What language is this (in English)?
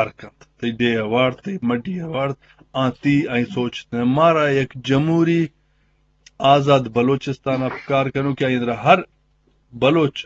Eastern Balochi